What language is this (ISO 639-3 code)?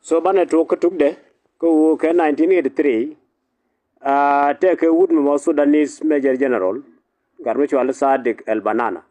nus